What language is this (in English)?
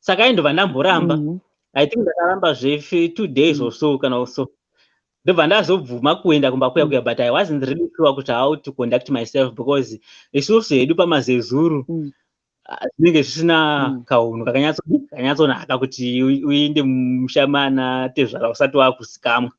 Shona